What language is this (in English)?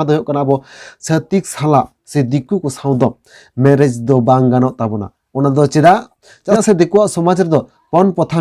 Santali